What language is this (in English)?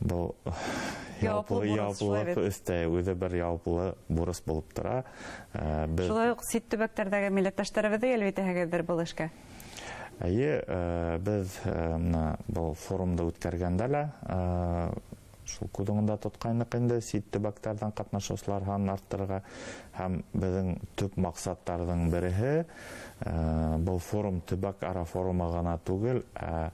Bashkir